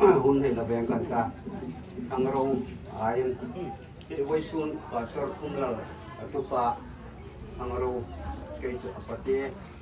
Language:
Hmar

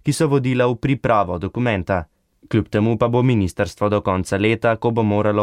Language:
Slovenian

